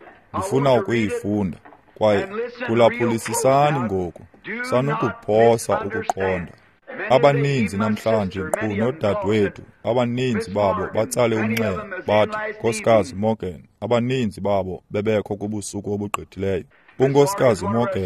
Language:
Xhosa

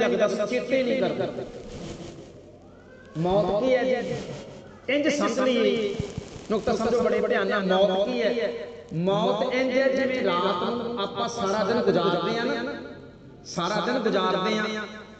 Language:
Punjabi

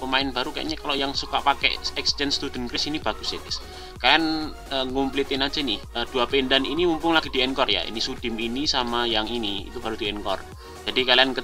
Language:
Indonesian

